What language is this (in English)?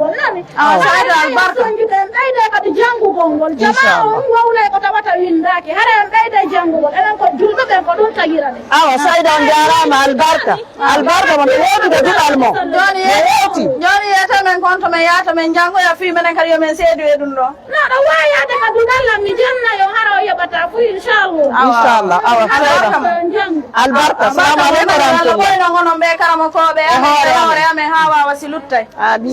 Fula